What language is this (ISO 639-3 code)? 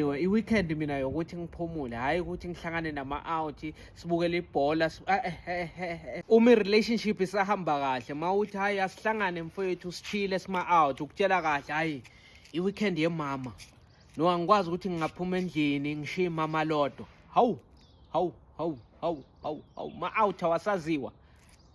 zul